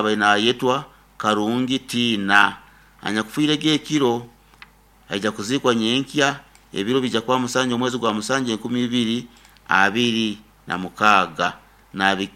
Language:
Nyoro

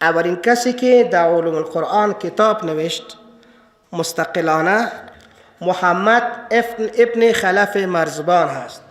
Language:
Persian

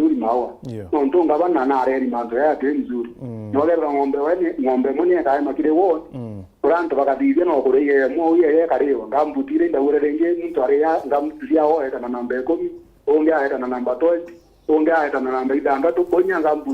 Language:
Meru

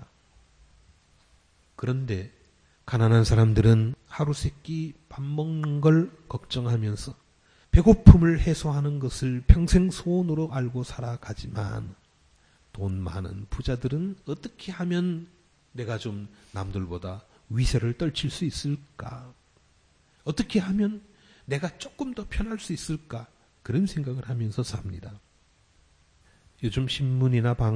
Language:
Korean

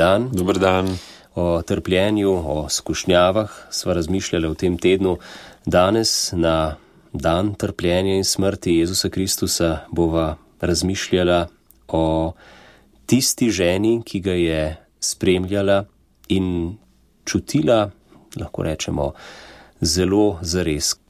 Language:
Slovenian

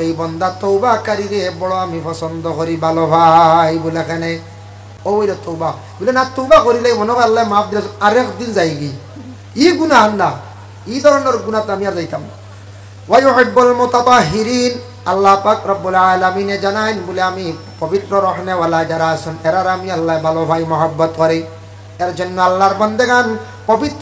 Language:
Sylheti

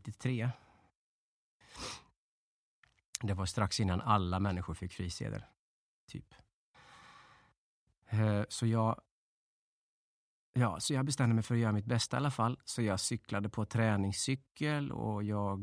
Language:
Swedish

